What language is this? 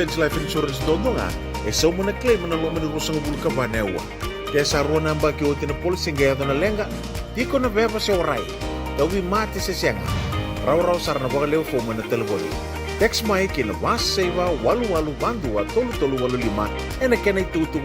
Fijian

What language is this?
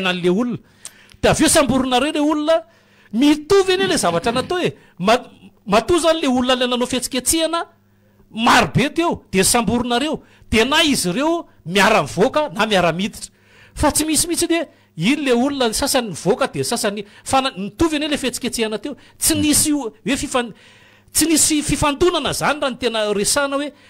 Malagasy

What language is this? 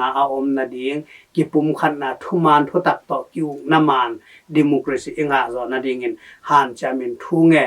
Tedim Chin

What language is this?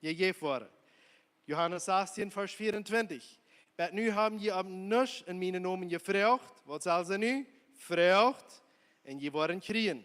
Plautdietsch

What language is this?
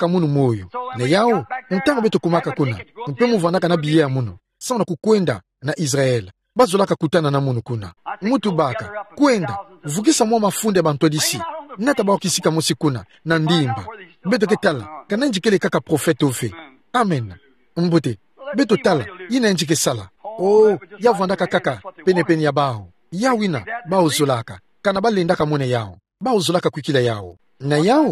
Kituba (Democratic Republic of Congo)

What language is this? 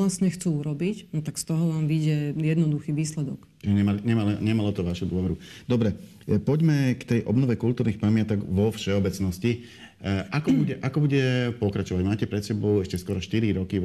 Slovak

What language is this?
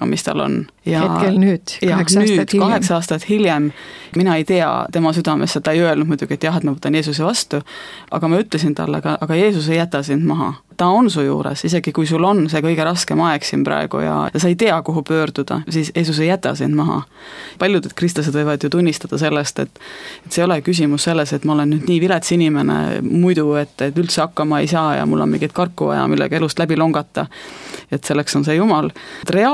Estonian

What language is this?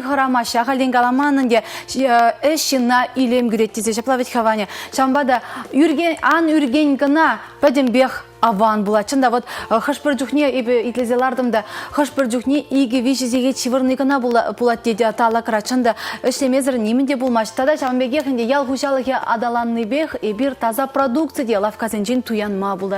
Chuvash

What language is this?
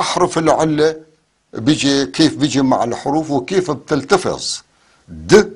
North Levantine Arabic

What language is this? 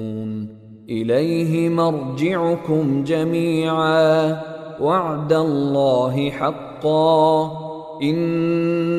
Arabic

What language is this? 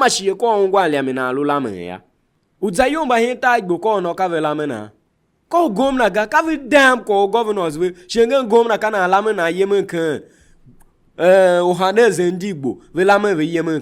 Tiv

